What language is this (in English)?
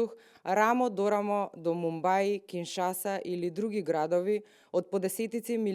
Macedonian